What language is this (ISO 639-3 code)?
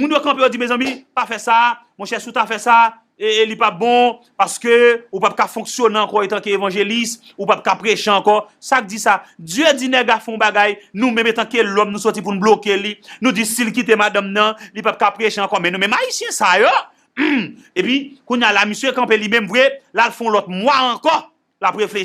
hat